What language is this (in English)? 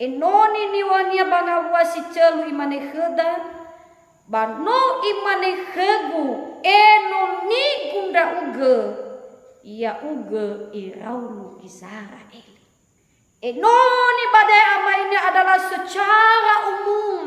Nias